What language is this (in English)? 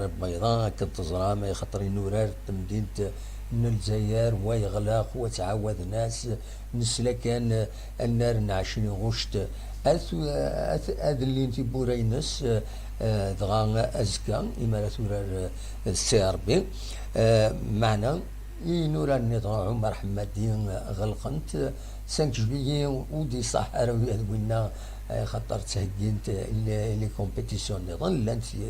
Kabyle